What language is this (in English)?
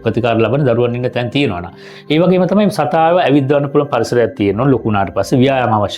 Sinhala